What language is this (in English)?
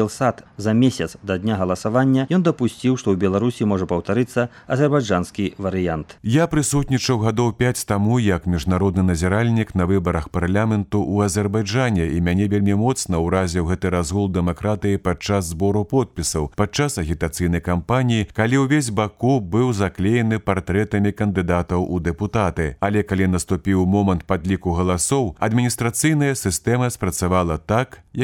Belarusian